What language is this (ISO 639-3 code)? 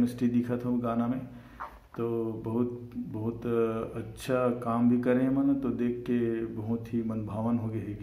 hne